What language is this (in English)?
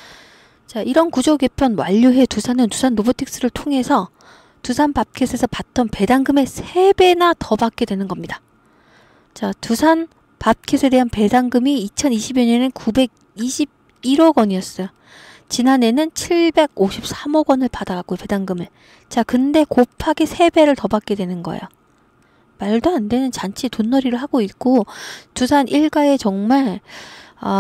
Korean